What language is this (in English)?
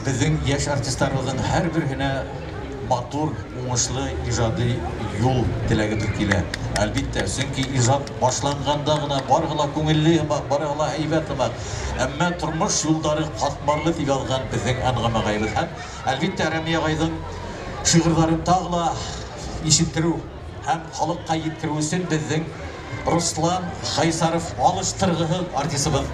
Bashkir